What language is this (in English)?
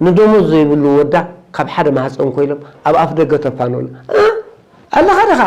Tigrinya